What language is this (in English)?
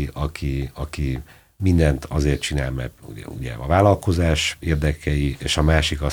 Hungarian